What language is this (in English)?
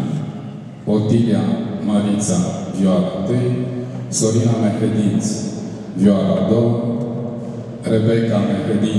Romanian